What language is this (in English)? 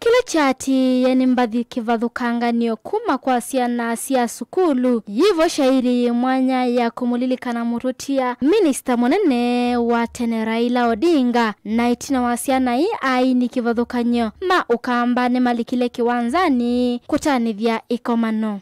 Kamba